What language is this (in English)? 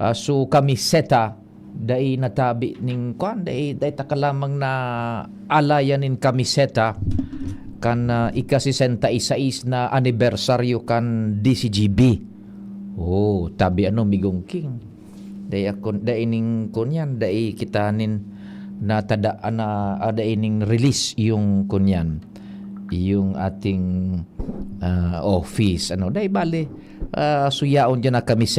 Bikol